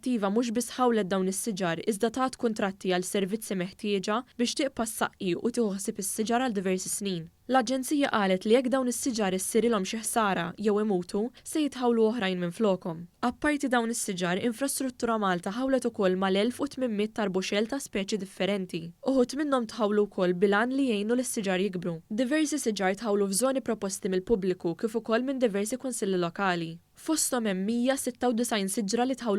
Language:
Maltese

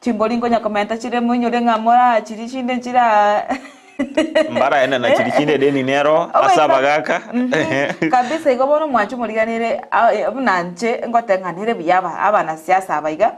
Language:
Gusii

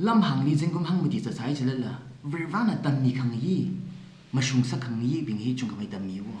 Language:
Tangkhul Naga (India)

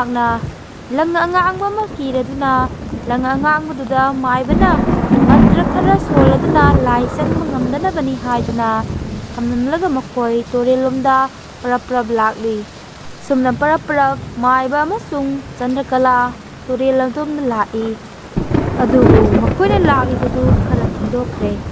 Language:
Manipuri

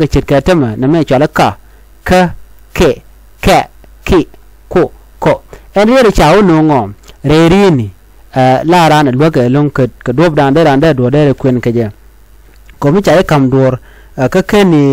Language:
Nuer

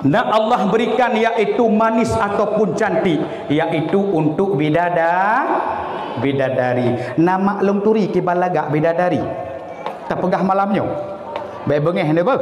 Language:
Achinese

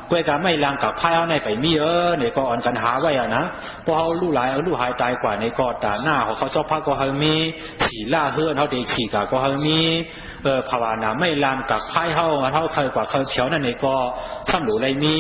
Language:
Shan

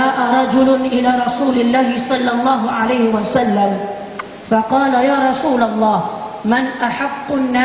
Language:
Maranao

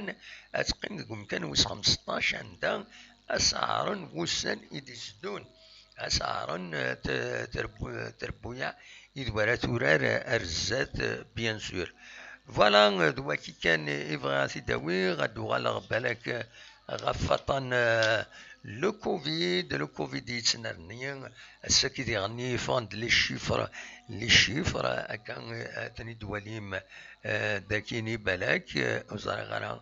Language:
Kabyle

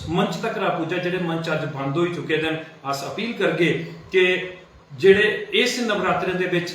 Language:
Dogri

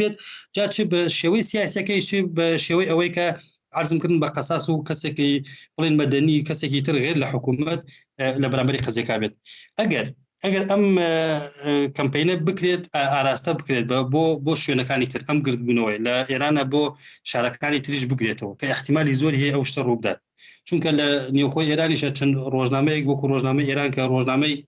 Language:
Central Kurdish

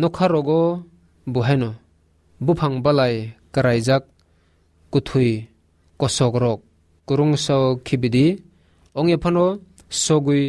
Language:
Kok Borok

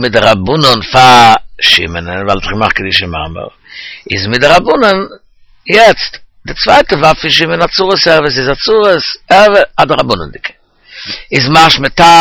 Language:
Yiddish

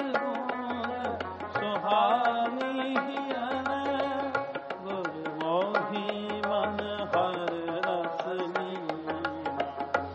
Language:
Hindi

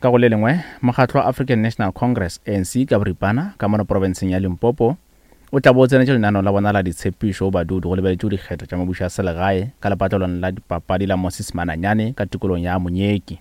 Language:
Northern Sotho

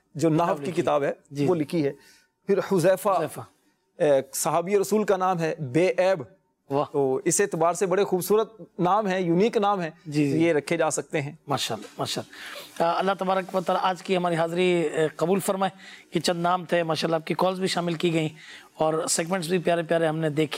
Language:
Urdu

